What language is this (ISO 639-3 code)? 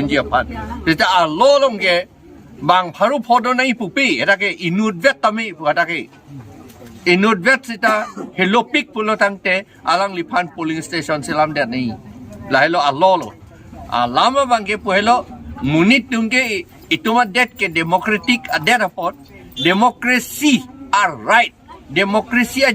mjw